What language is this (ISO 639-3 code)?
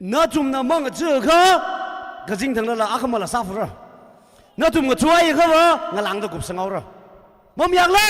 nmf